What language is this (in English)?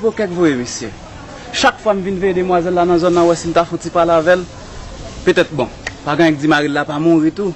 Haitian Creole